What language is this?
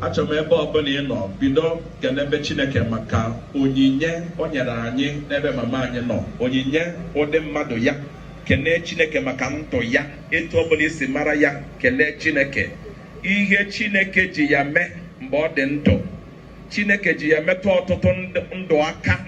Igbo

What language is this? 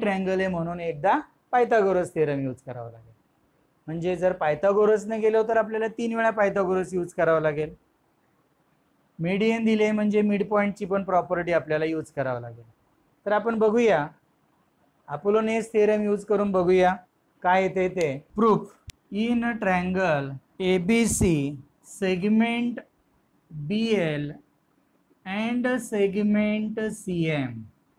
Marathi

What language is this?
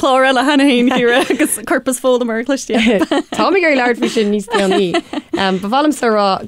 Irish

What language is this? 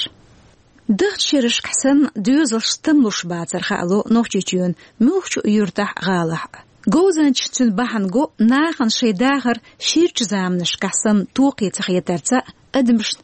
Chechen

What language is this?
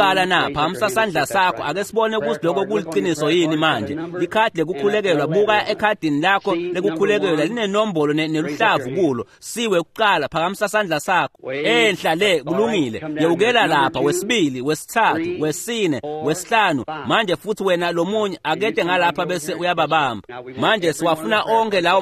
Swati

